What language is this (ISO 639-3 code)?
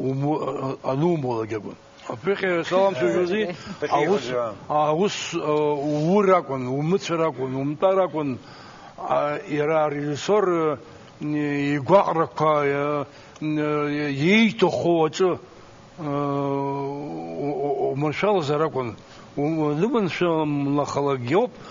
abk